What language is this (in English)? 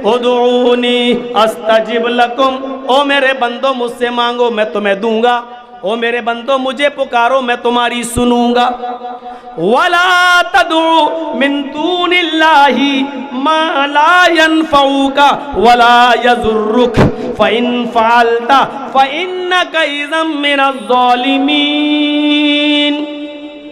Urdu